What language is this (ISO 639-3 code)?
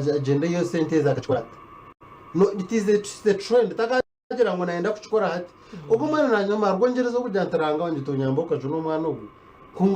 nyn